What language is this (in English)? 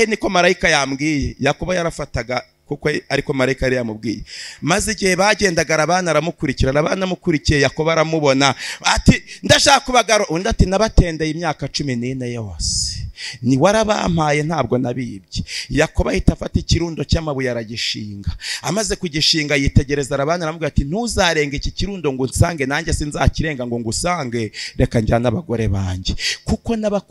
Kinyarwanda